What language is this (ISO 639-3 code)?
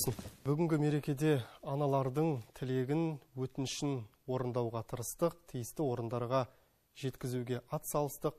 kaz